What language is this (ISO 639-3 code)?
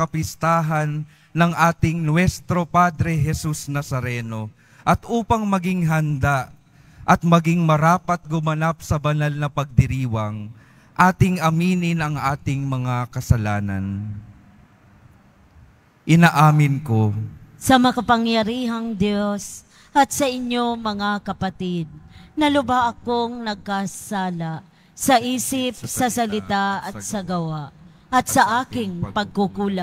fil